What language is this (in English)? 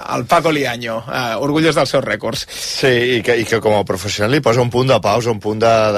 Catalan